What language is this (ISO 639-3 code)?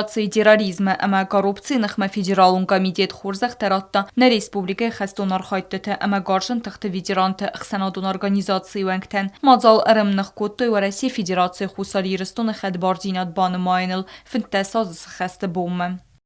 oss